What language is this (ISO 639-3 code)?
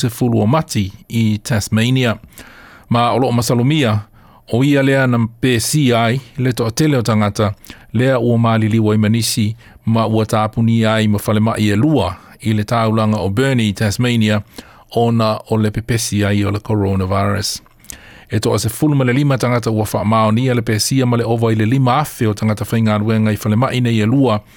smo